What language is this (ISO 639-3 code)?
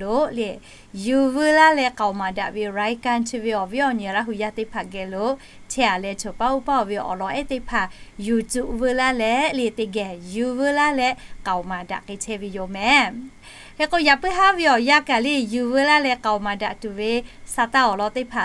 lhu